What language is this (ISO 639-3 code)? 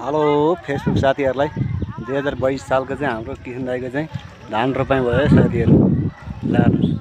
nep